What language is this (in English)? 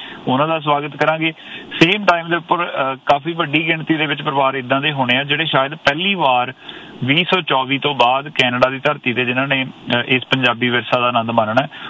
Punjabi